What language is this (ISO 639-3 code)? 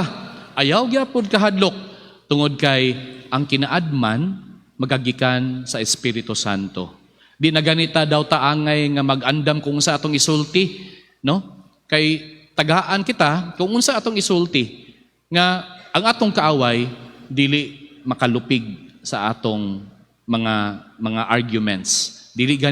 ceb